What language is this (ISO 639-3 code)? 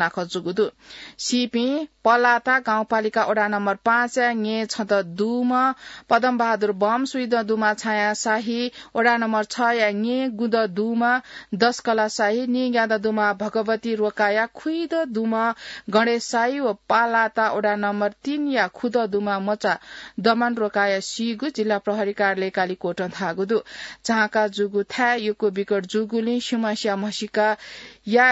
new